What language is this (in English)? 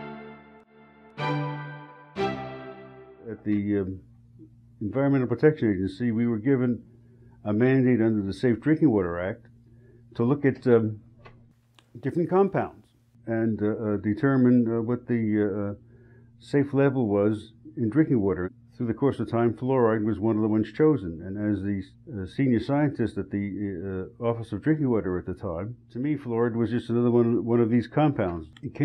English